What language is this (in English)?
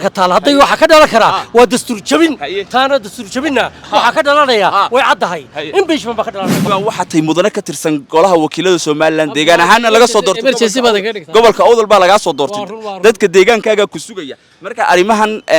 Somali